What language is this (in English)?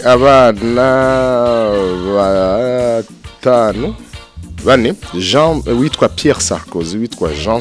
Rundi